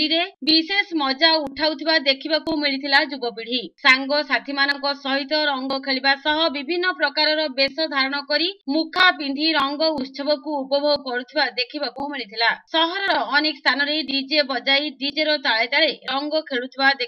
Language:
Odia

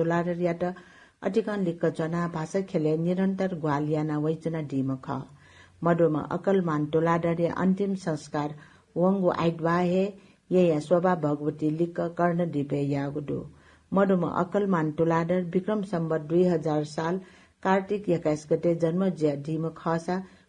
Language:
Newari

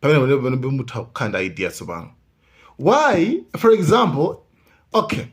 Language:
Nyanja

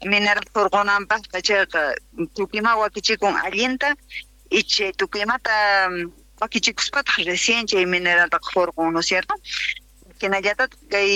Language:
South Bolivian Quechua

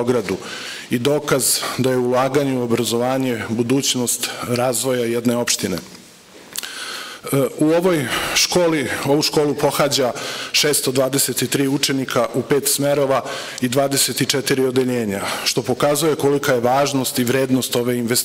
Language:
Serbian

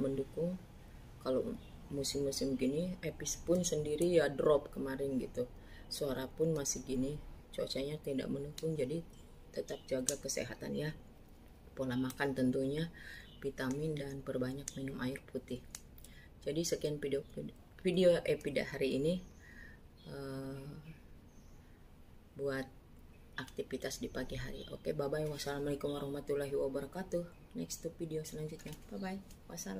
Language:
Indonesian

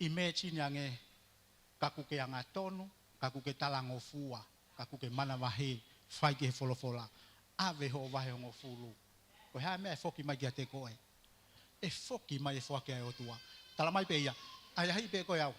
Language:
Tongan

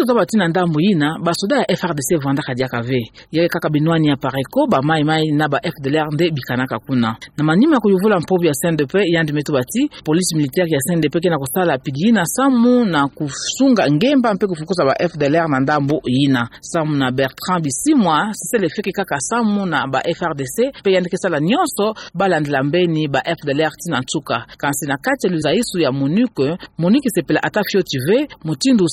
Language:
Kituba (Democratic Republic of Congo)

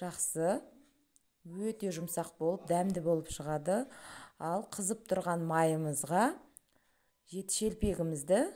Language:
Kazakh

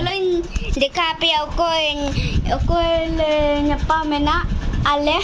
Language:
Santali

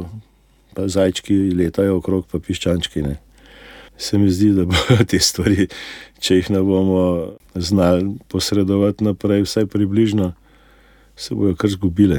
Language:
Slovenian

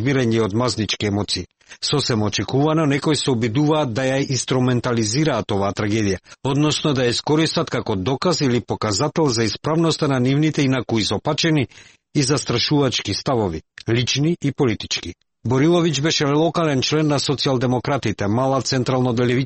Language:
Macedonian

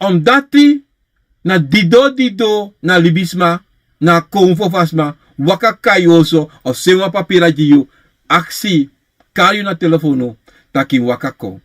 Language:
Sranan Tongo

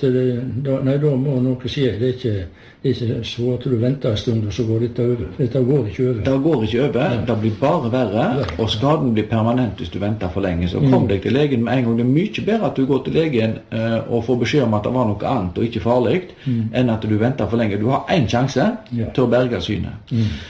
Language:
Norwegian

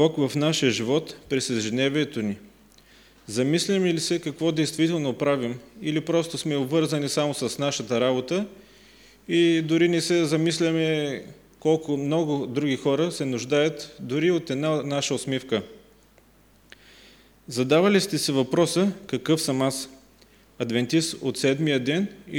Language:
Bulgarian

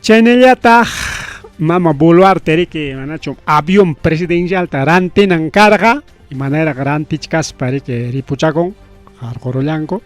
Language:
Ayacucho Quechua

